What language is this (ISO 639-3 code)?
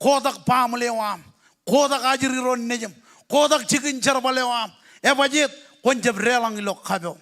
mah